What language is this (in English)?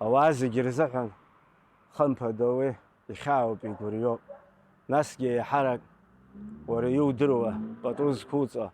Abkhazian